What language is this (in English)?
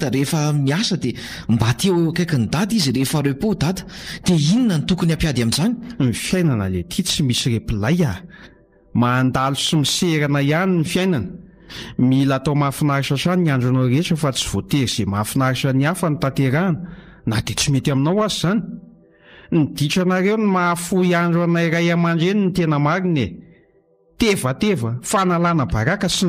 Malagasy